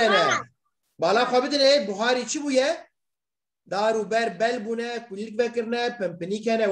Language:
Kurdish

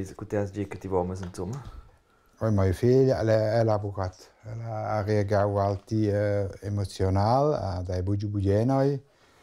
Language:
Romansh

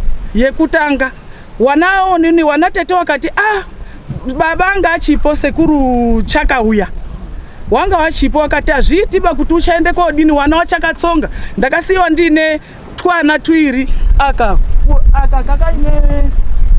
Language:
Shona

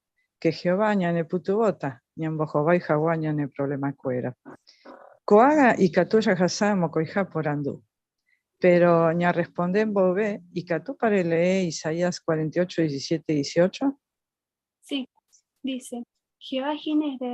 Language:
Guarani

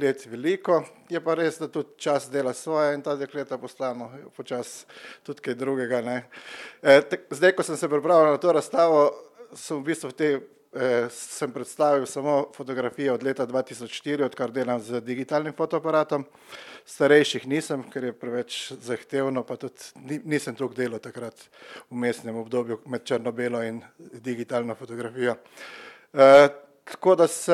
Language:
Slovenian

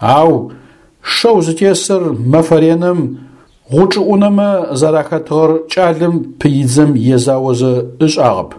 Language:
Adyghe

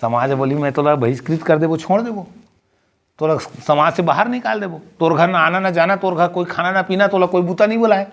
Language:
Chhattisgarhi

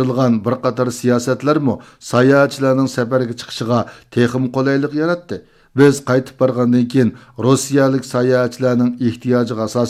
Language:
Uyghur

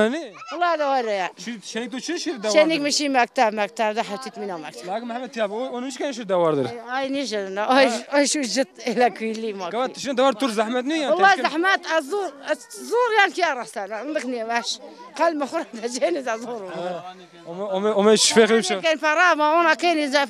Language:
Zaza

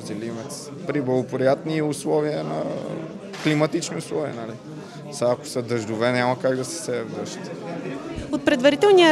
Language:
Bulgarian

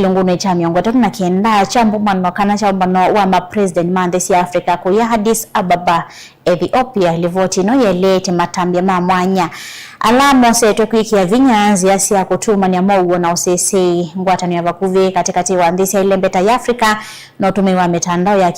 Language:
Kamba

